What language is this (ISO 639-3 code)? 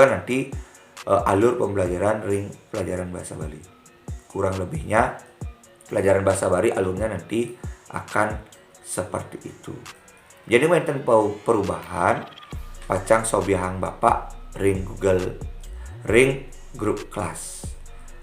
ban